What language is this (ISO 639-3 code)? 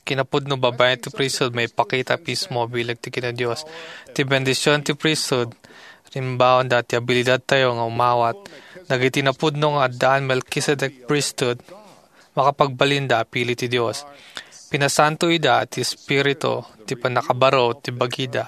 ilo